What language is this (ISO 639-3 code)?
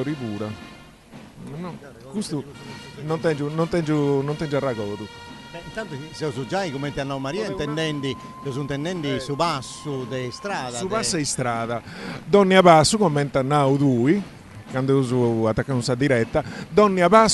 srd